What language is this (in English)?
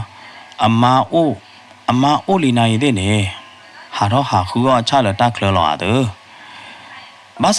S'gaw Karen